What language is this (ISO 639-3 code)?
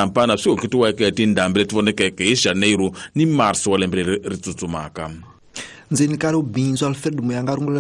tso